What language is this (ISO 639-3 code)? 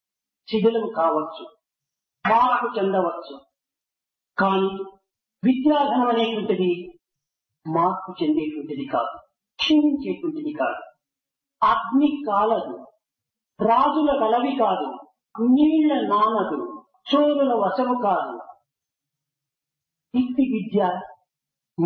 tel